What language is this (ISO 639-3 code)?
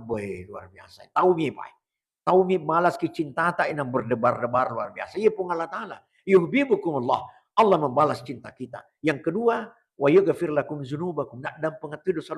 bug